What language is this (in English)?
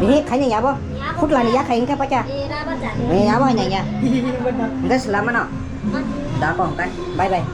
Kok Borok